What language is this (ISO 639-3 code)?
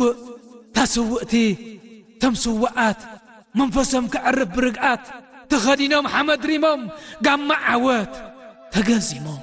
tir